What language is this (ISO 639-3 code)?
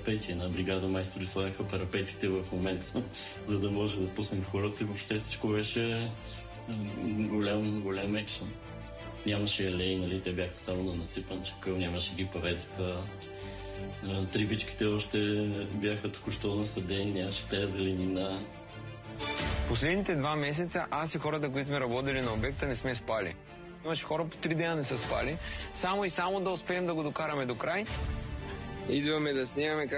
bul